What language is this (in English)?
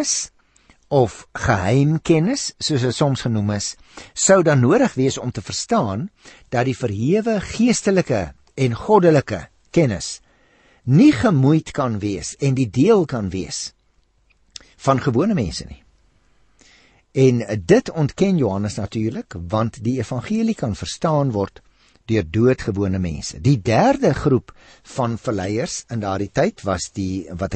Afrikaans